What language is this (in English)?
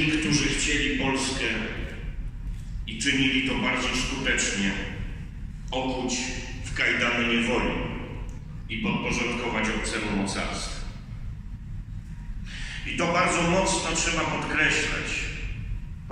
Polish